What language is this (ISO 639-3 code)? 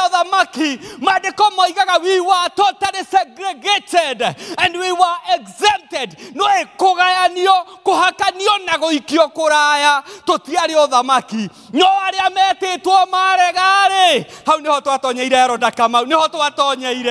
kik